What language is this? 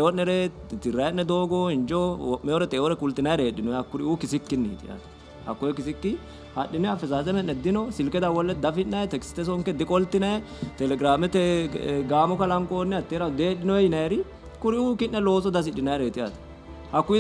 Sidamo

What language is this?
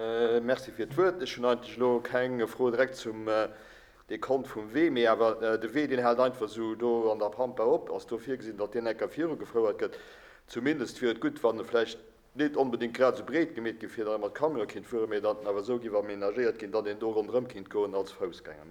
Luxembourgish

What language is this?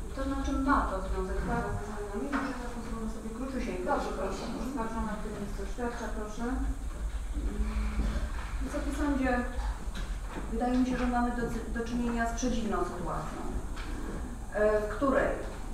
Polish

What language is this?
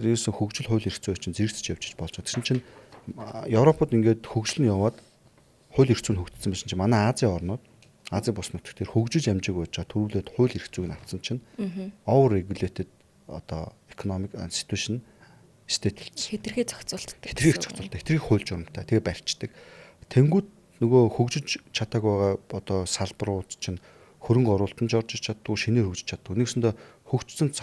Mongolian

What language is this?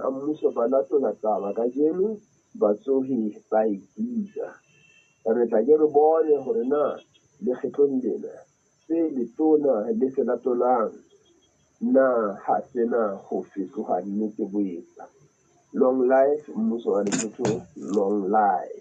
Southern Sotho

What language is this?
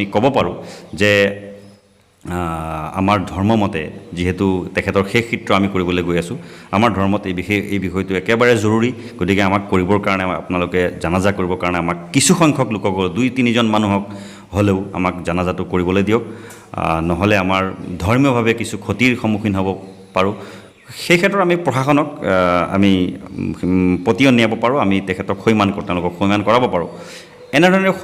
Assamese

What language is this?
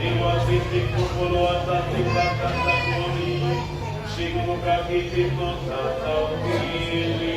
Nahuatl languages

